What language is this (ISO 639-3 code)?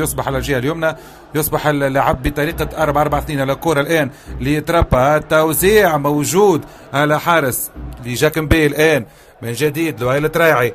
aeb